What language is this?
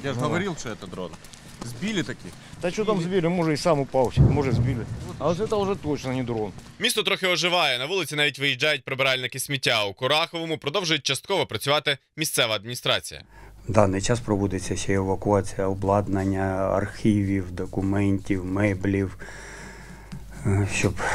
Ukrainian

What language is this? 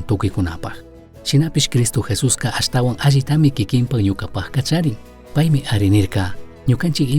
Chimborazo Highland Quichua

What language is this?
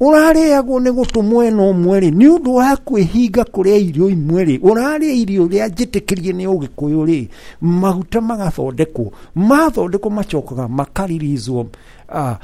Kikuyu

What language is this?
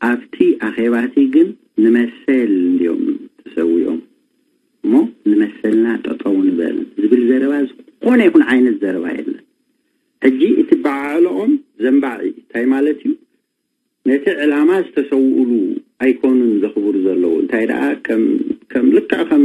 Tigrinya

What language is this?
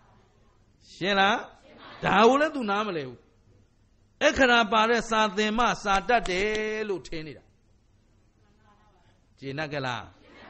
Burmese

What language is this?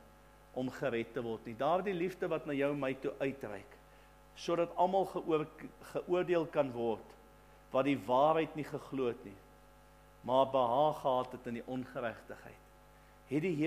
Afrikaans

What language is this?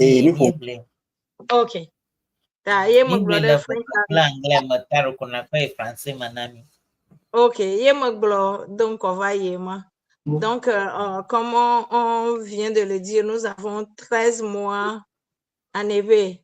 Ewe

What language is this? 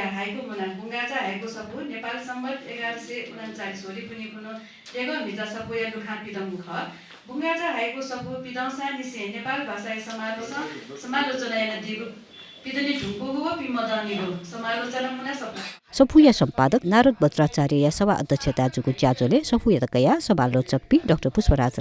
Newari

